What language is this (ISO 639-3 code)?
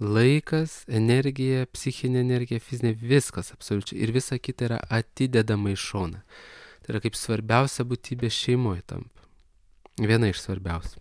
lit